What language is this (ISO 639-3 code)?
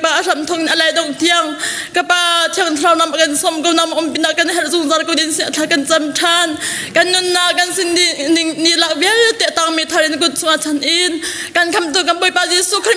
cnh